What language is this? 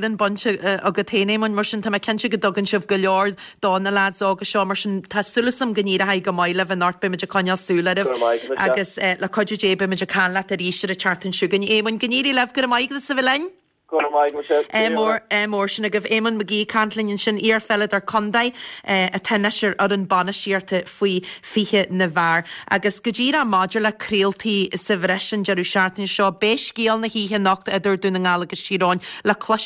Irish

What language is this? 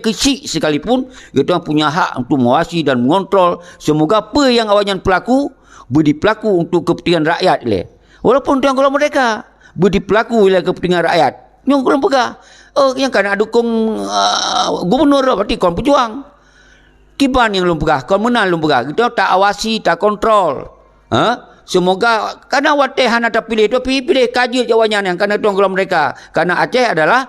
Achinese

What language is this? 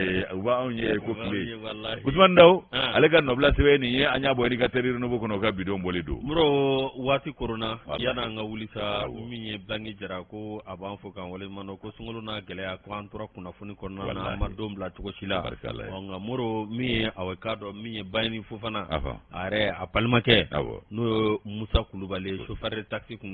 Bambara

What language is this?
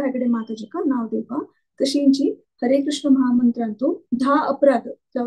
Konkani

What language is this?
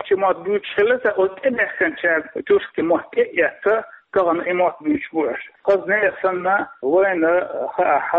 Chechen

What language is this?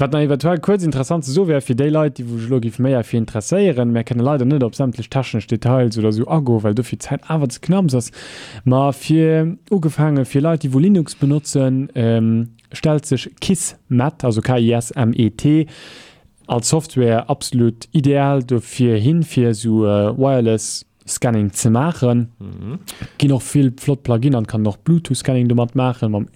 Luxembourgish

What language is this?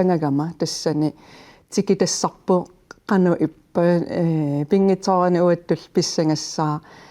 Kalaallisut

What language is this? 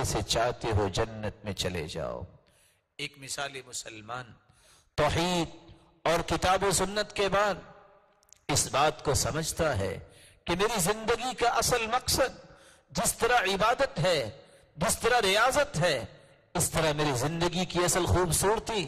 Urdu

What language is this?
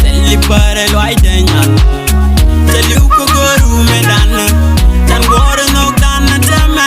Nuer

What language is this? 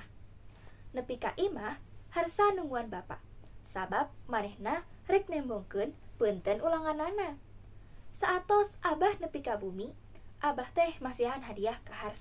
Sundanese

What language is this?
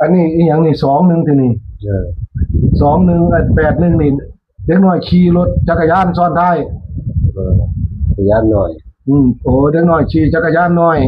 Northeastern Thai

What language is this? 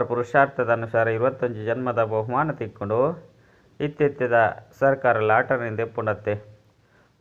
Tulu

